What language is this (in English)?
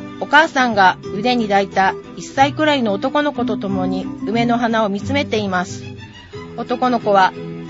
Japanese